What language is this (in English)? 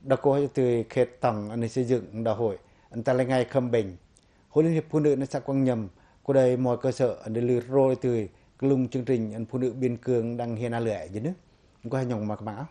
Pacoh